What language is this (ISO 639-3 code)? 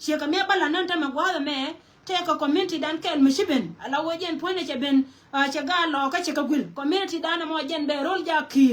nus